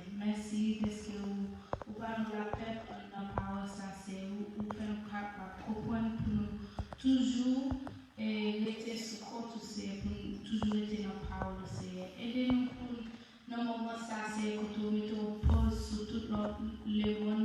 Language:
Haitian Creole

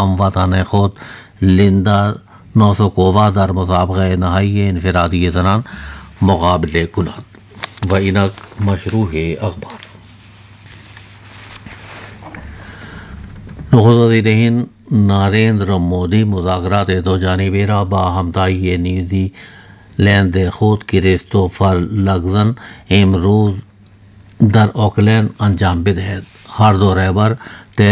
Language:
Urdu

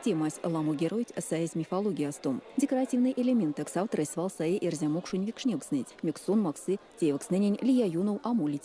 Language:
Erzya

